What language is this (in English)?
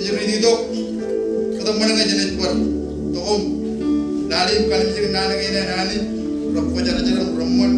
Marshallese